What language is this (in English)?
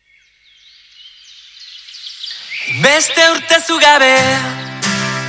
Basque